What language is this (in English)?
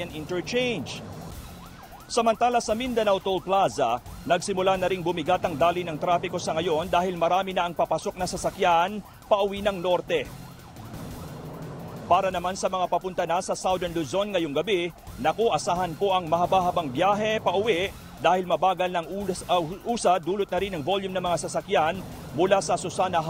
Filipino